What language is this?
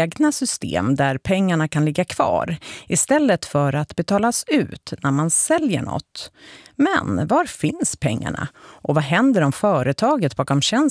Swedish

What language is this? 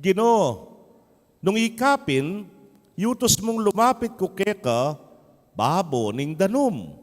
Pampanga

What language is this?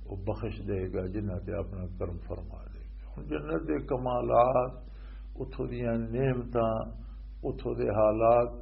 Western Panjabi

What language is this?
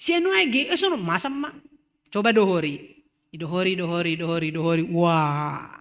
Batak Simalungun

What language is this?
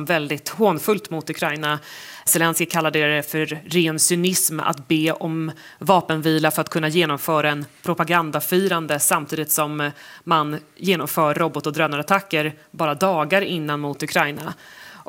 Swedish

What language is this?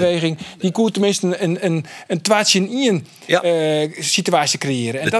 Western Frisian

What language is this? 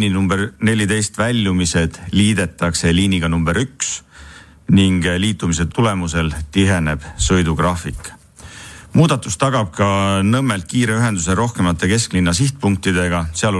Estonian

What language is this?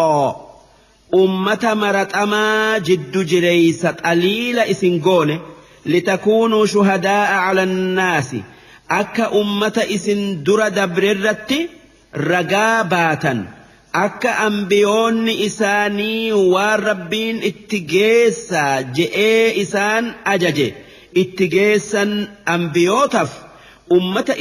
Oromo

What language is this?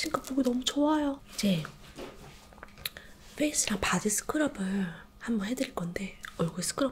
Korean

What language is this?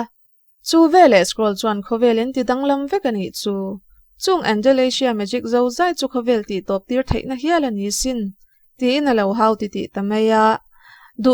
Mizo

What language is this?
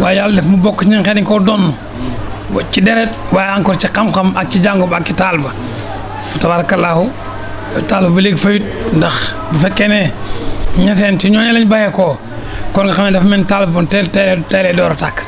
Wolof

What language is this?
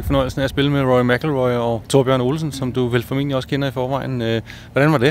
Danish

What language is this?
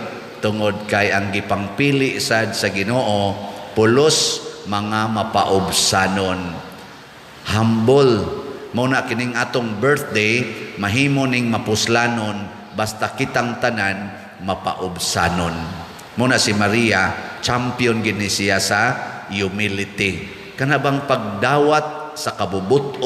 Cebuano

